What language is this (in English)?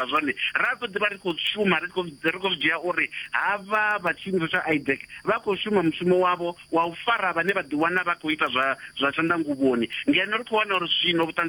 Venda